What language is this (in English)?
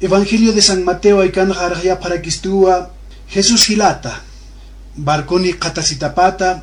Aymara